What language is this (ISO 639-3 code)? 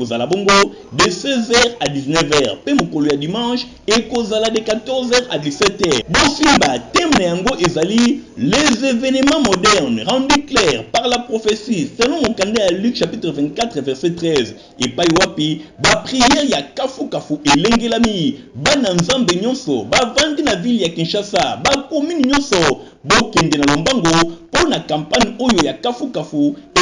lin